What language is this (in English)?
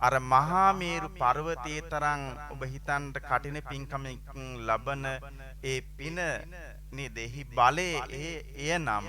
Sinhala